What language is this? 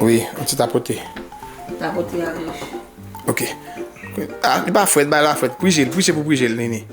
Haitian Creole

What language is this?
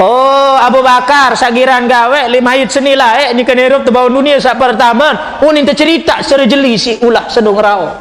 Sasak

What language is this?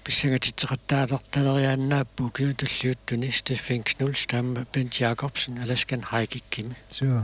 Kalaallisut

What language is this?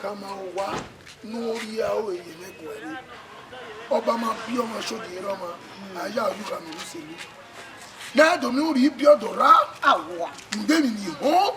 Bini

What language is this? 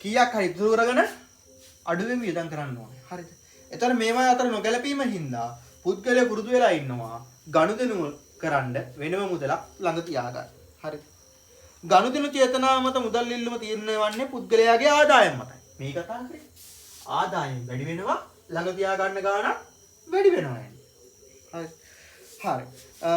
Sinhala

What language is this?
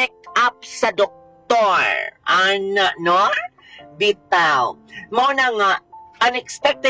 Cebuano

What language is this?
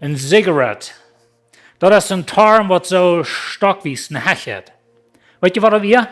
Plautdietsch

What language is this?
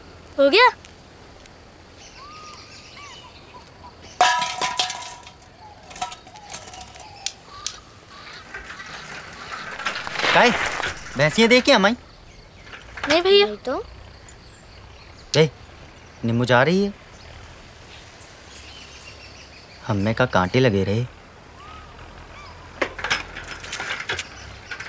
Hindi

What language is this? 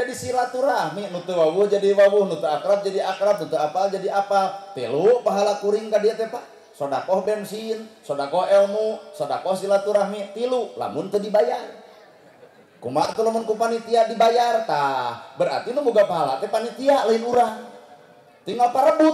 Sundanese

